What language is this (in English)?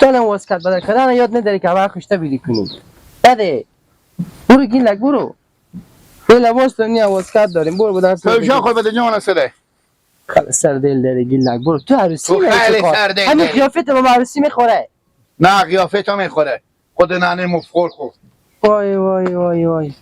Hazaragi